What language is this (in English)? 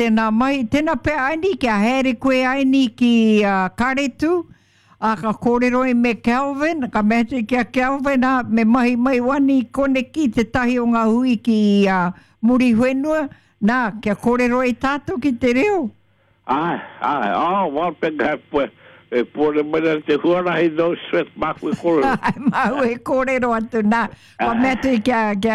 Māori